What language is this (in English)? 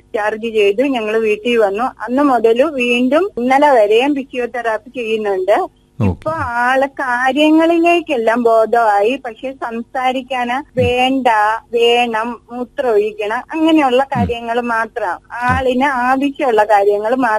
Malayalam